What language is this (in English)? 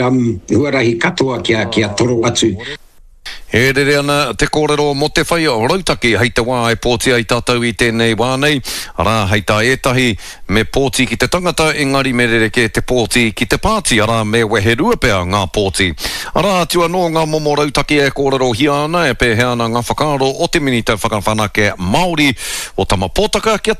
Māori